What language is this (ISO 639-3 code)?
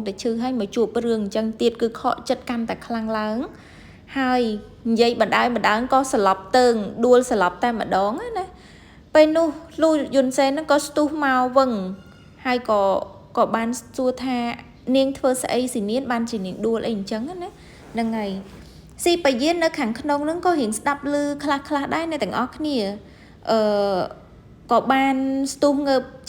khm